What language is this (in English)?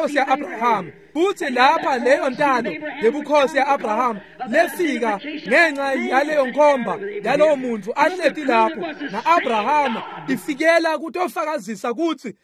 Swati